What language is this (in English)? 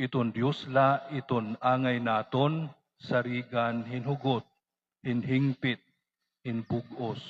Waray